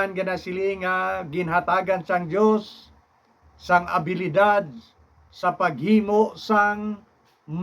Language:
Hiligaynon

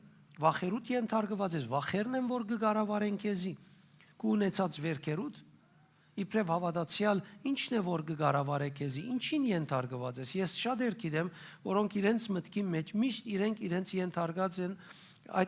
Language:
Western Armenian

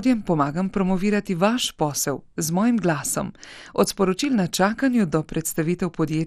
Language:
Slovenian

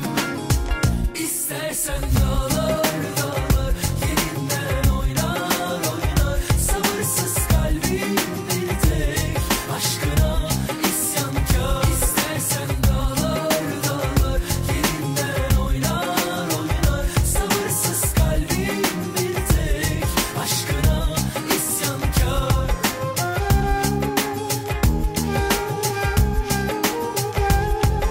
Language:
Turkish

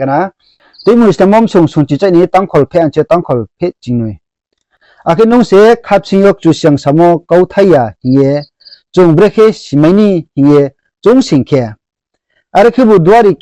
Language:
Riang (India)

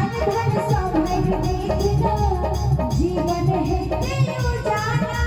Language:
Maithili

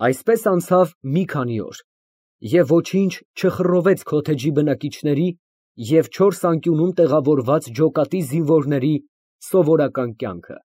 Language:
Armenian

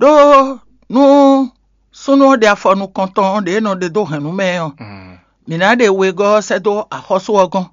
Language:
Fon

